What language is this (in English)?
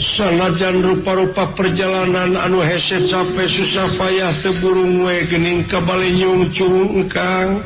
Sundanese